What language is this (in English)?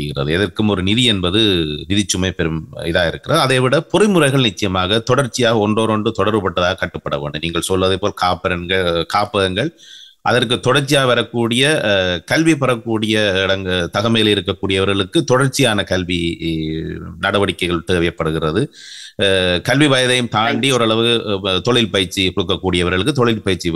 Tamil